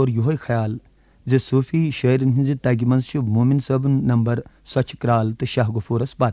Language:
Kashmiri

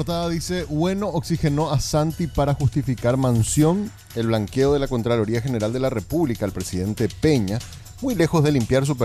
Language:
Spanish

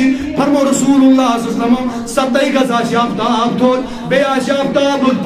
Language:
Kashmiri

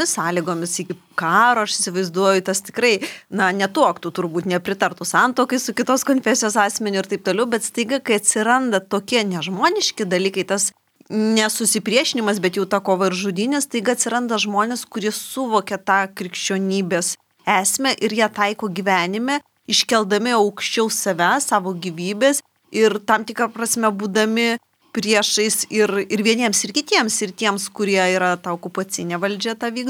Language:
Lithuanian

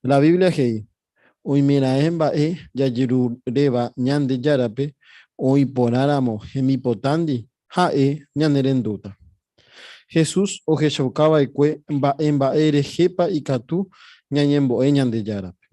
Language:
Guarani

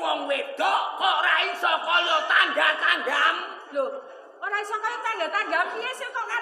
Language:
Javanese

